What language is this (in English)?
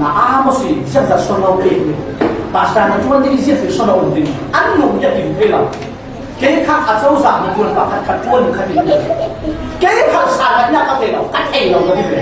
Falam Chin